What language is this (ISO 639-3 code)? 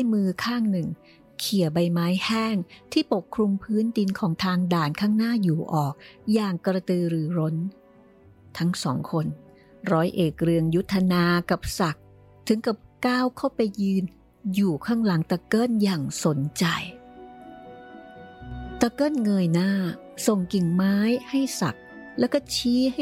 tha